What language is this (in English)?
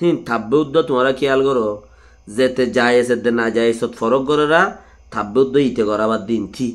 Rohingya